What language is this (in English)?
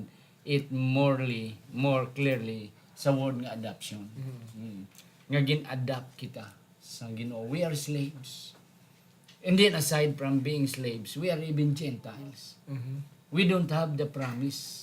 Hiligaynon